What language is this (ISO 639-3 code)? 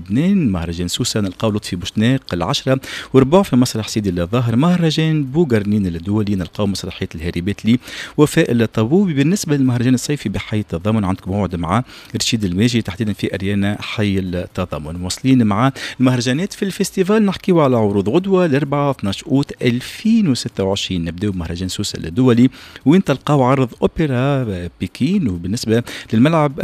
aeb